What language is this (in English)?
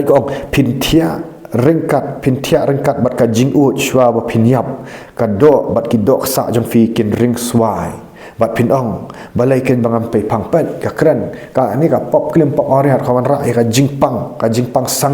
Khasi